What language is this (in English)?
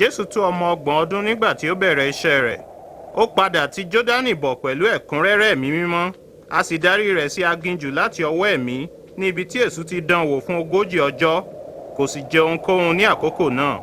Yoruba